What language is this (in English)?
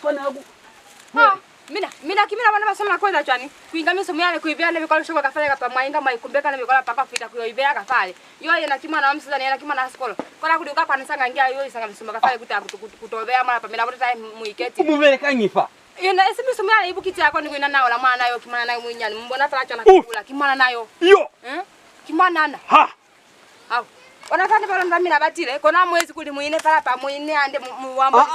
Lozi